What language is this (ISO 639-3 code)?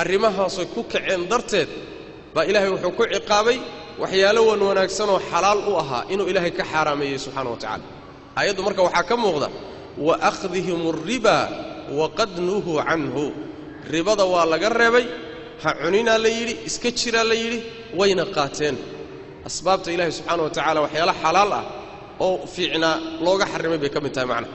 som